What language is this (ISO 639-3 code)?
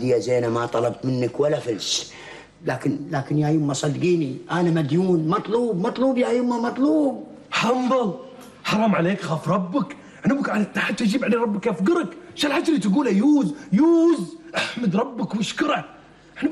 afb